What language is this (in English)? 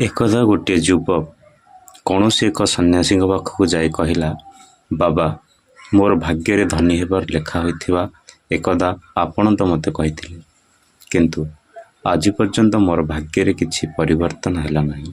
Odia